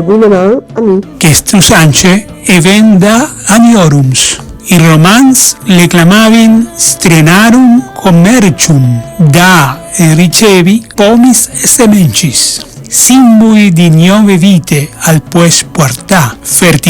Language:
Friulian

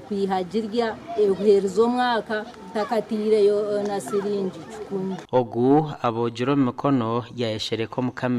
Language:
Nyankole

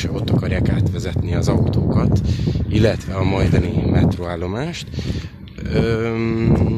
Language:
Hungarian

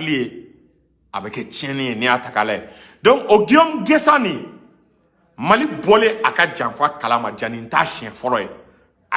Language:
Bambara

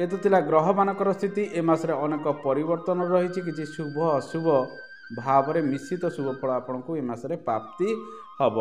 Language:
Odia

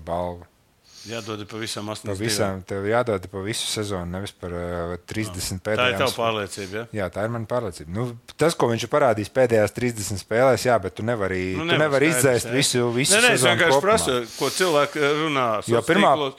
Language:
Latvian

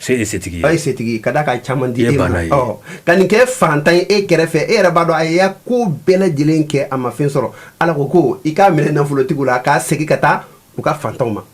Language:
Bambara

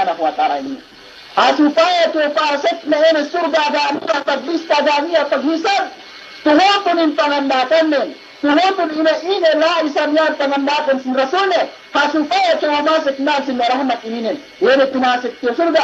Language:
Yakan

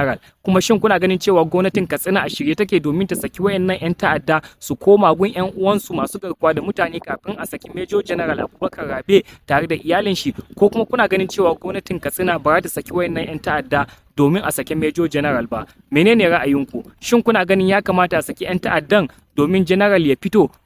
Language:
Hausa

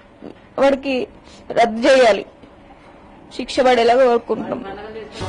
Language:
Telugu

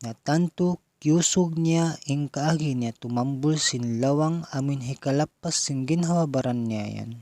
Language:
Tausug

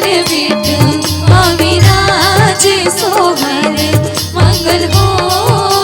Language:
Chhattisgarhi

